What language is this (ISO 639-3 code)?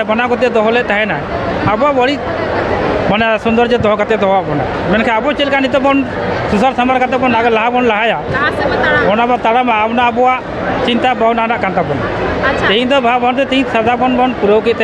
sat